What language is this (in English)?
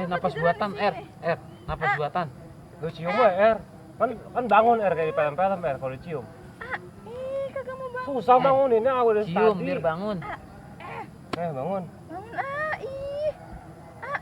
Betawi